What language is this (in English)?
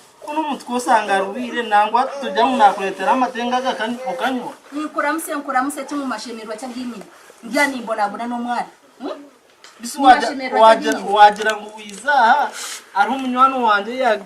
Nyankole